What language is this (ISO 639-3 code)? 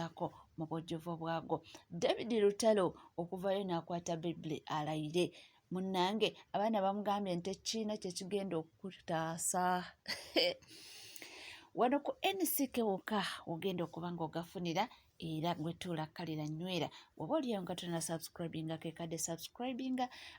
lug